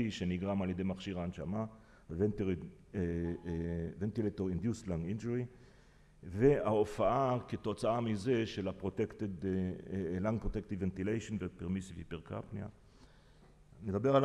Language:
Hebrew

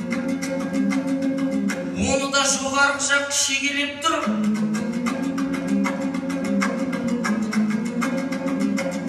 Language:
Kazakh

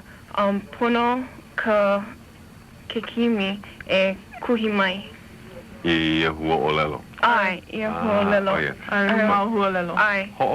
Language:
Hawaiian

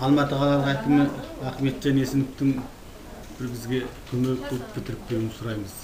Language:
Kazakh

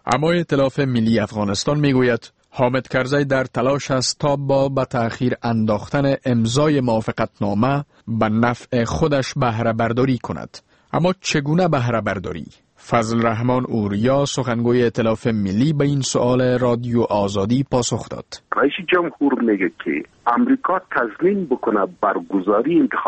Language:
Persian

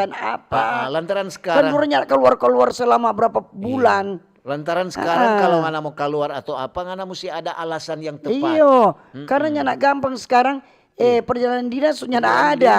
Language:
Manado Malay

